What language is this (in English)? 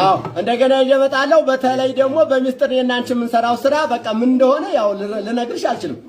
Amharic